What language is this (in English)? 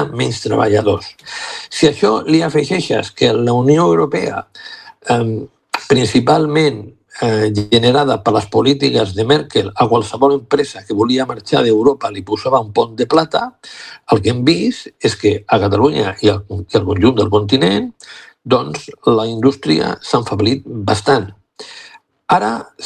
Catalan